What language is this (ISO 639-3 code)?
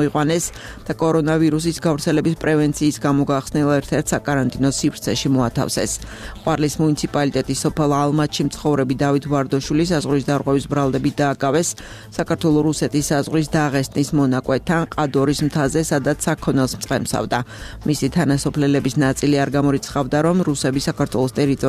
kat